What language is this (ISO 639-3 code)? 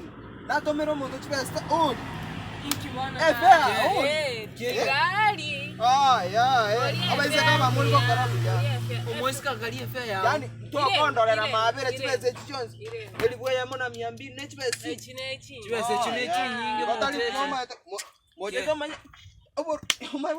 guz